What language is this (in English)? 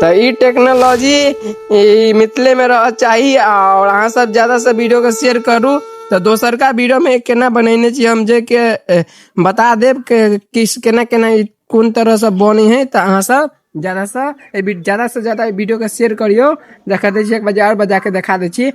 Maithili